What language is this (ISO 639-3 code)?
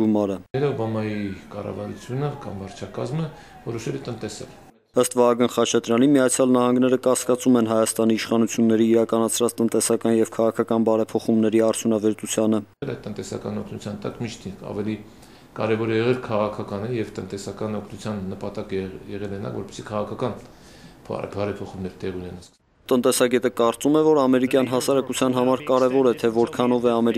hye